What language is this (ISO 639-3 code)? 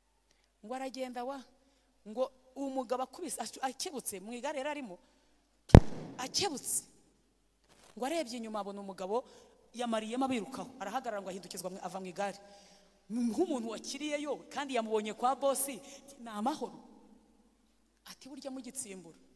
kin